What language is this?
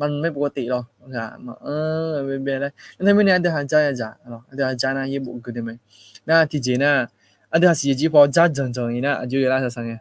Akha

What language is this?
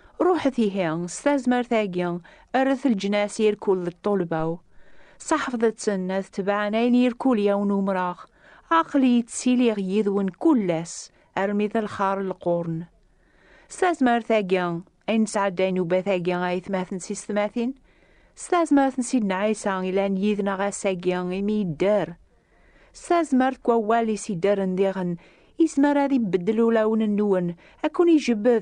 Kabyle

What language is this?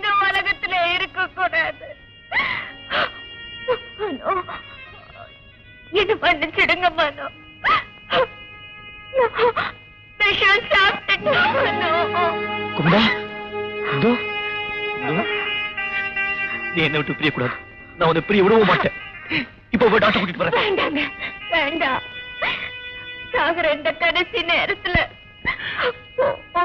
Tamil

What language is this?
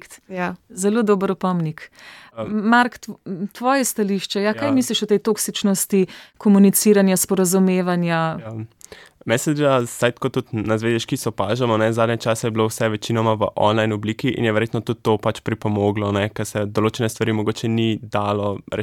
Slovenian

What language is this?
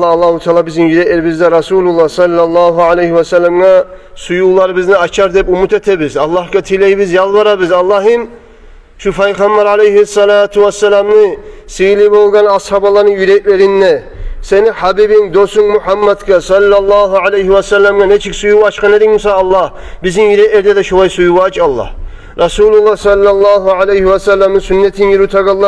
Kumyk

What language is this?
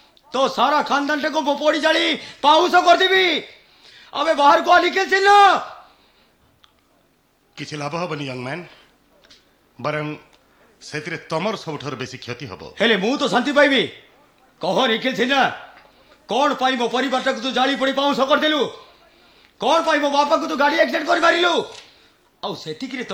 Odia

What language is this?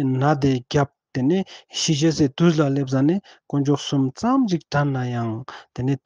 Ladakhi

